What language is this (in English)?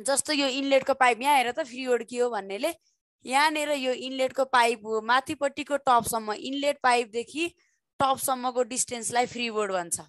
Nepali